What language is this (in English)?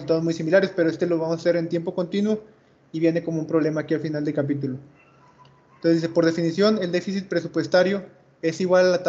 Spanish